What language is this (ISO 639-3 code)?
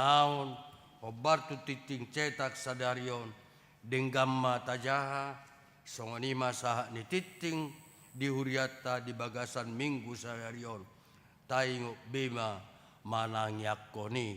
bbc